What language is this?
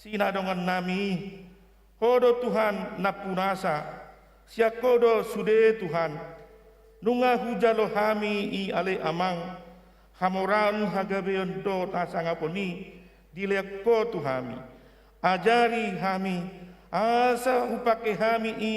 Batak Toba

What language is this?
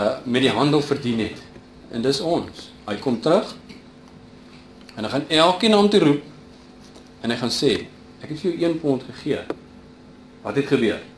Afrikaans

